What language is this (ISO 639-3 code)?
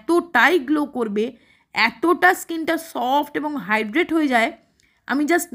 ben